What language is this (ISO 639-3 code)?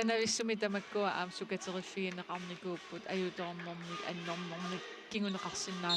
kal